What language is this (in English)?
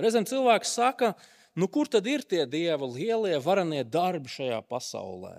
Latvian